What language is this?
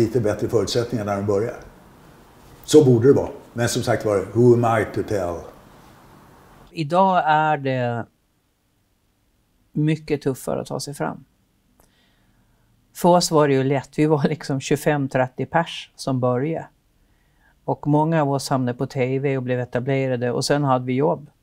Swedish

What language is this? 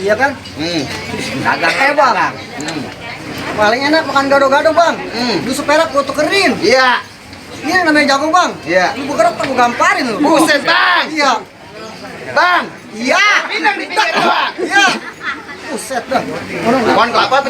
Betawi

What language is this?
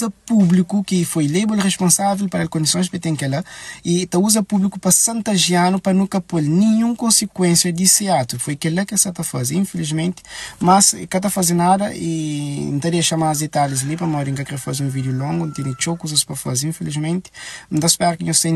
Kabuverdianu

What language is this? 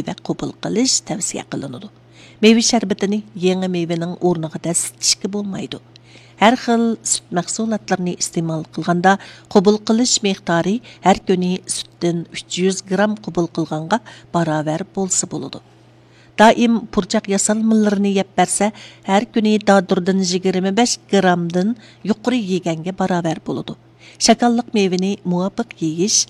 Uyghur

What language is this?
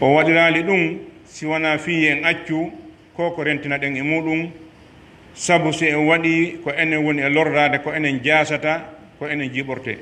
Pular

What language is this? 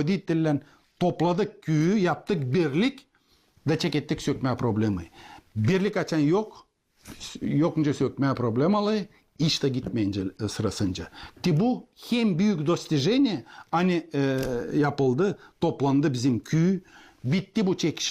Gagauz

